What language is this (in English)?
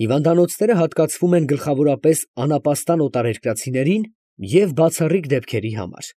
Armenian